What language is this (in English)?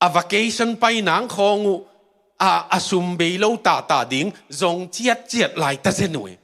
Tedim Chin